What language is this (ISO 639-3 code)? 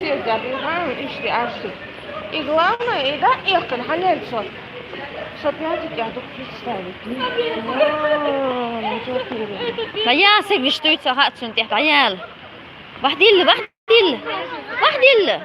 che